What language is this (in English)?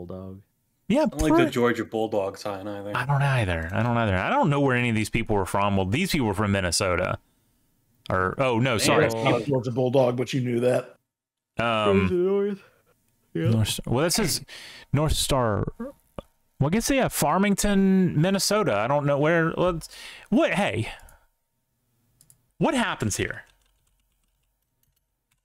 English